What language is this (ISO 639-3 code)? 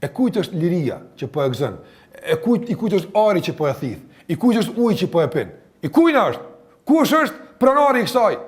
sqi